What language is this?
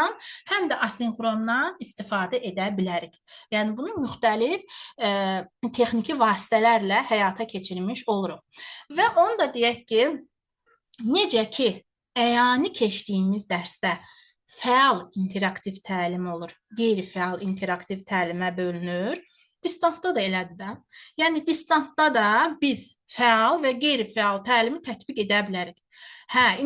Azerbaijani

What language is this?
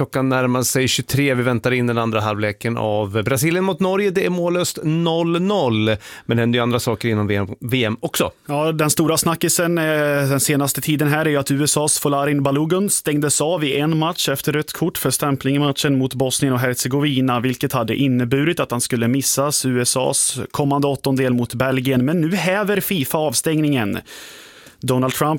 Swedish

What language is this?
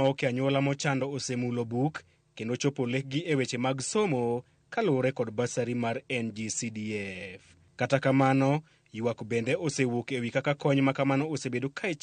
Luo (Kenya and Tanzania)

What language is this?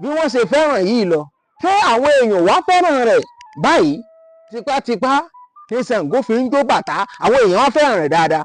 Yoruba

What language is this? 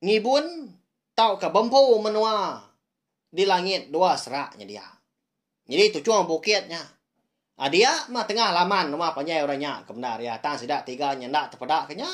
Iban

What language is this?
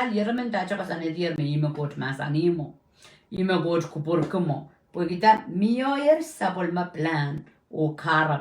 Pohnpeian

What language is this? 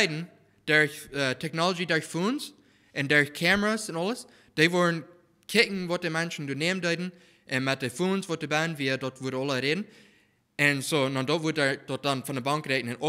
Plautdietsch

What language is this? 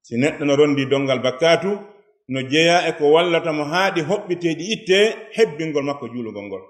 Fula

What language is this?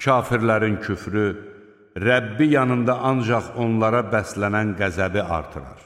Azerbaijani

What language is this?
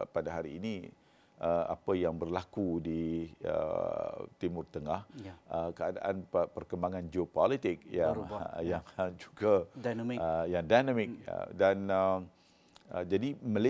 Malay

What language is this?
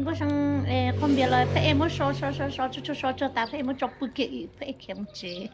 Hmong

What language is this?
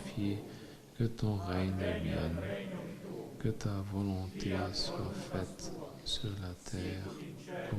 Luxembourgish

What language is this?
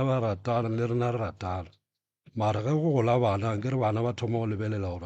Northern Sotho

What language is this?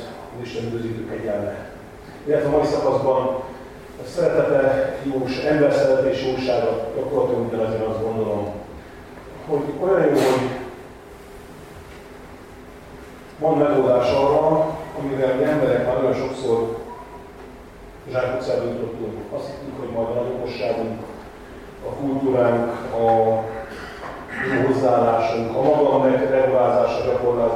Hungarian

